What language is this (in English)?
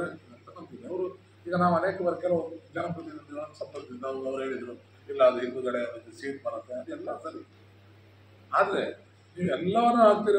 Kannada